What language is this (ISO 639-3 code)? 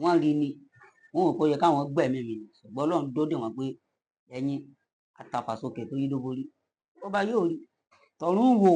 yor